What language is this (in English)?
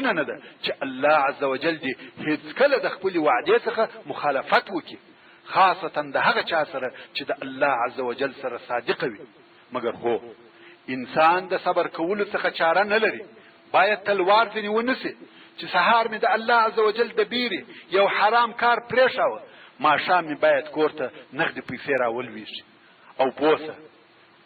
Pashto